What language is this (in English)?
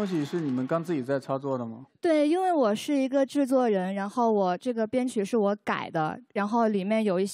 Chinese